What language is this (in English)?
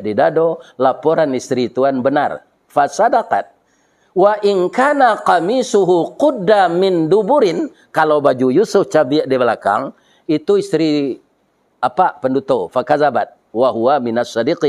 Minangkabau